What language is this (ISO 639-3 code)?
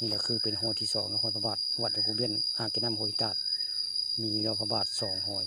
tts